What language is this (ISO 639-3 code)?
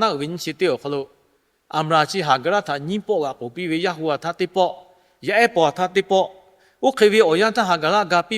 lhu